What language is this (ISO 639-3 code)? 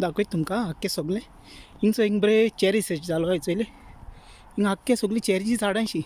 kok